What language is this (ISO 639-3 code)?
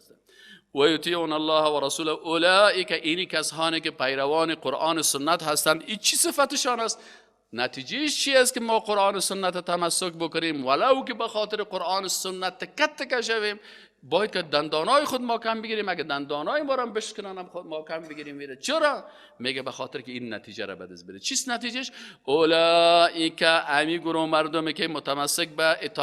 fas